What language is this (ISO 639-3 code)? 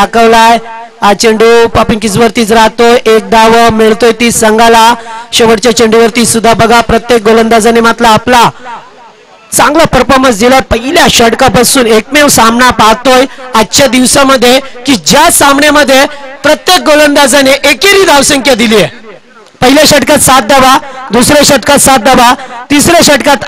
mar